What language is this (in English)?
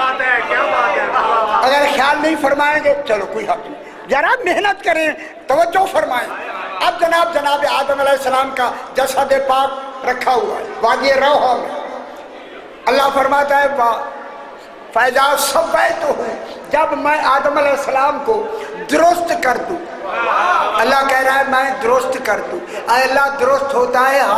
Urdu